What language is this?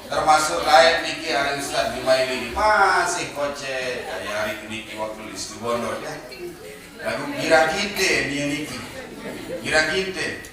Sasak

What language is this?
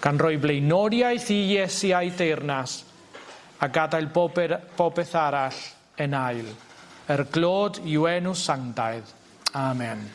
Welsh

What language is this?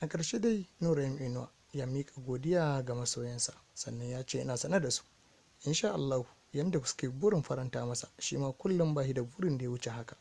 Hausa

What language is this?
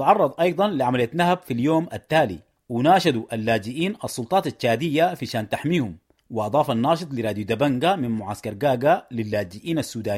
Sudanese Arabic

